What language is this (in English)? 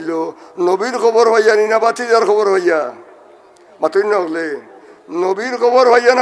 Sylheti